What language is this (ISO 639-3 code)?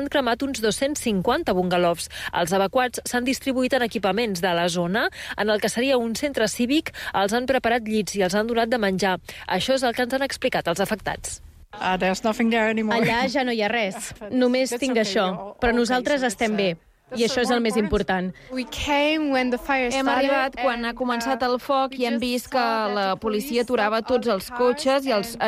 cat